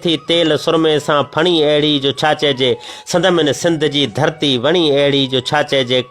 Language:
Sindhi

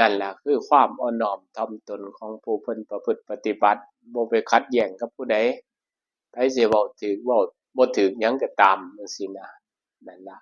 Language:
Northeastern Thai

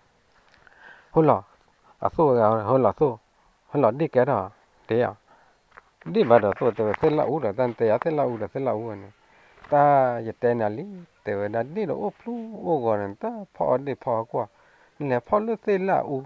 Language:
S'gaw Karen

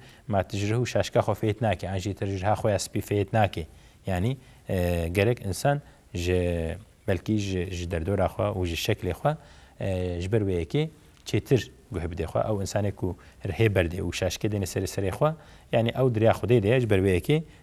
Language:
Kurdish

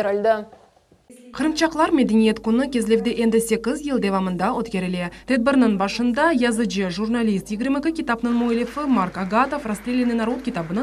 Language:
Crimean Tatar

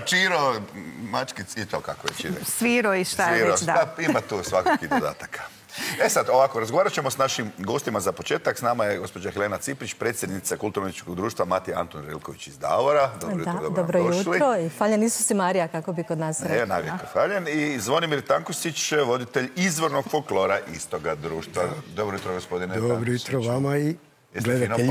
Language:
Croatian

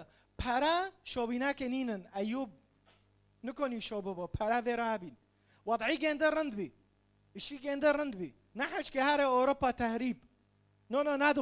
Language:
Kurdish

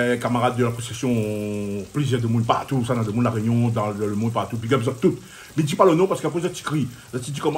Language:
Réunion Creole French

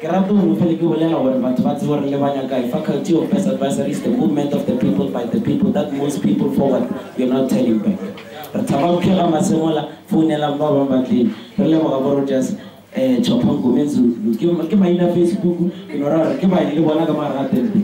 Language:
Northern Sotho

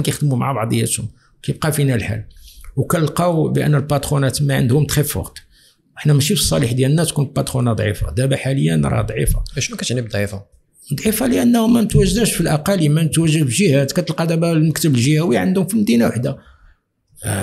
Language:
Moroccan Arabic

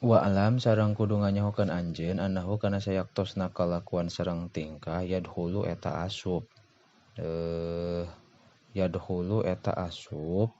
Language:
Sundanese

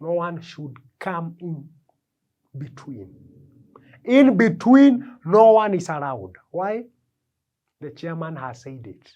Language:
Kikuyu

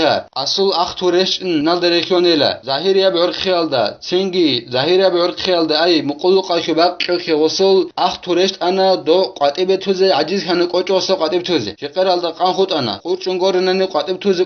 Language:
Avaric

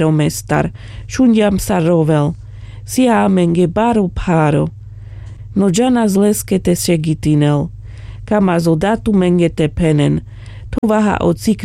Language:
Carpathian Romani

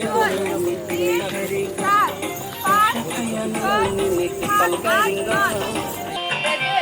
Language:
Kok Borok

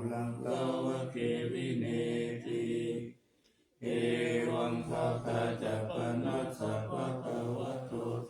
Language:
Pali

